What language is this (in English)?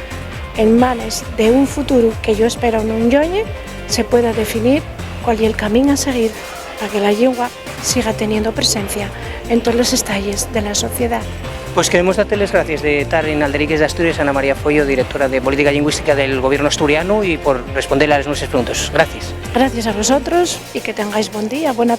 Asturian